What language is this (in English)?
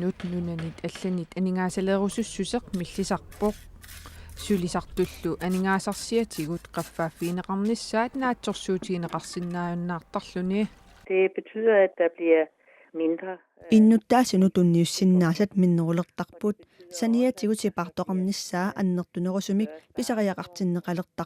Kalaallisut